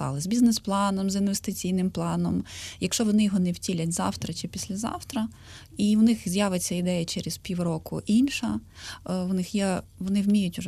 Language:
Ukrainian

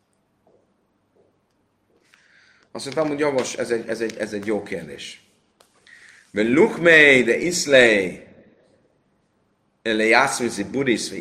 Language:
Hungarian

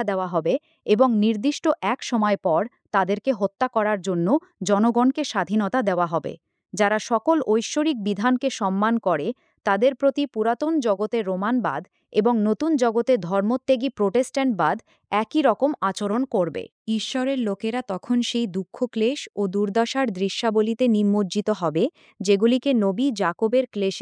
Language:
Bangla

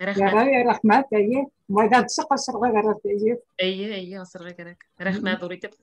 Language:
Bashkir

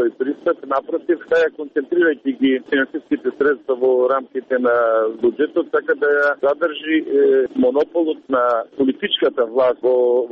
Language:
Macedonian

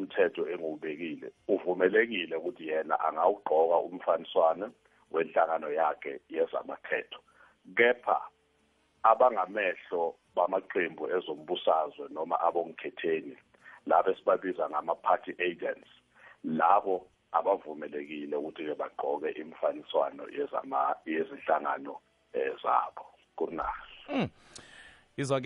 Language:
South Ndebele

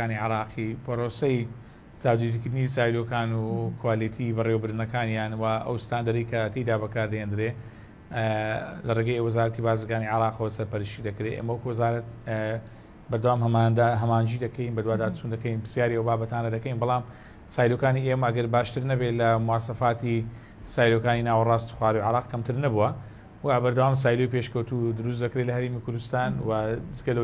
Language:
Central Kurdish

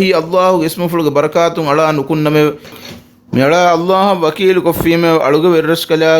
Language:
Divehi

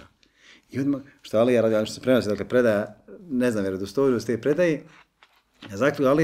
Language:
Bosnian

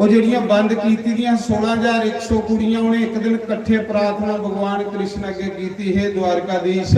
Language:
Dogri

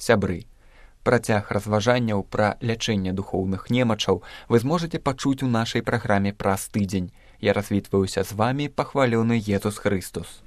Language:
Belarusian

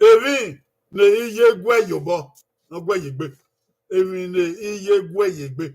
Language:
Bini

